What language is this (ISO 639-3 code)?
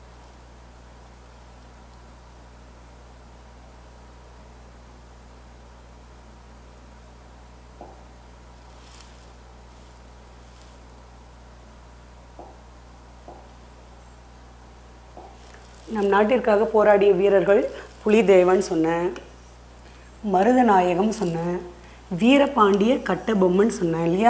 tam